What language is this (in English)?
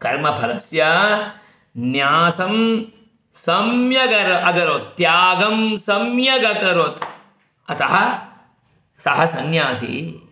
Sanskrit